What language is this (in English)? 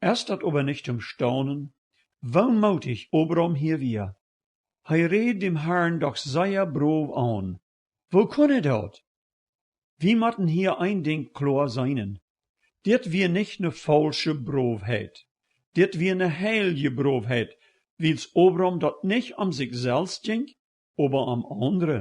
Plautdietsch